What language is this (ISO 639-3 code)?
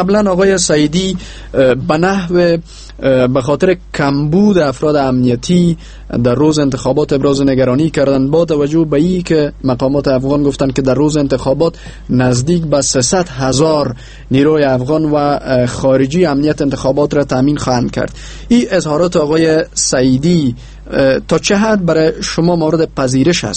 fas